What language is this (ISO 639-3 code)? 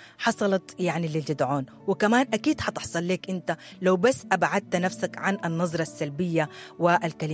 apd